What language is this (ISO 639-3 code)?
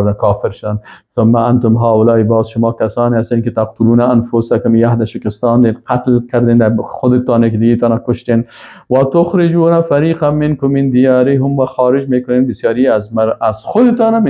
fas